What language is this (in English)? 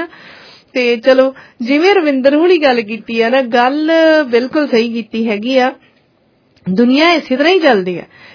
Punjabi